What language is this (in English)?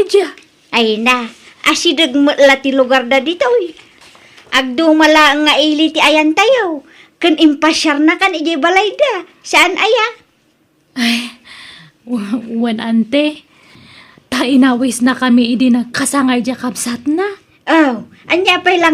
Iloko